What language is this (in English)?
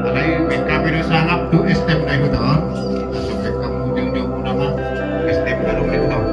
Batak Toba